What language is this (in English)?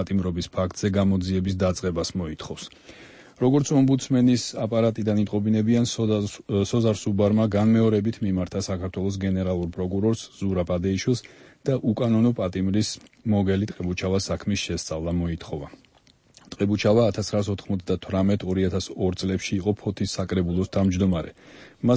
Georgian